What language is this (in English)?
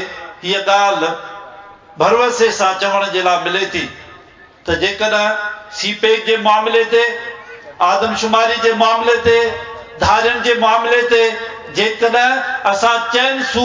Sindhi